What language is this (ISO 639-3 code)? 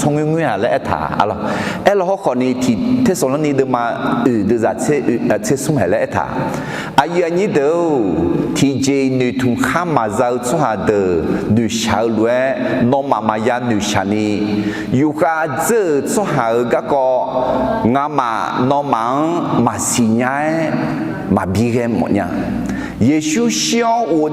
ahk